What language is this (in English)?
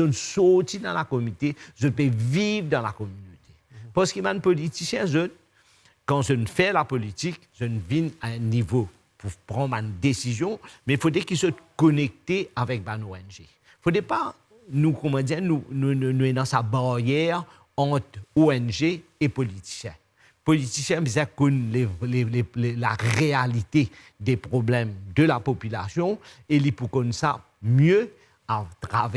Morisyen